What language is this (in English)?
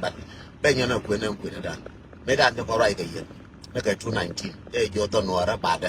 Nuer